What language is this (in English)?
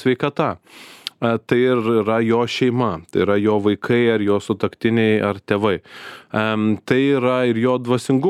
Lithuanian